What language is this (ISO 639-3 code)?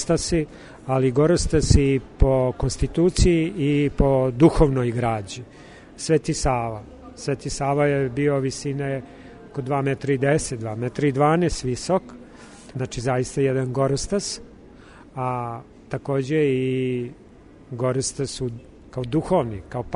srp